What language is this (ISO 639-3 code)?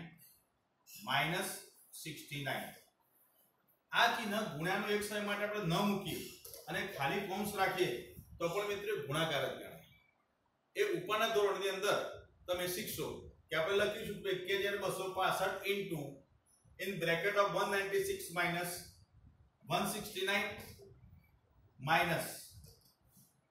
guj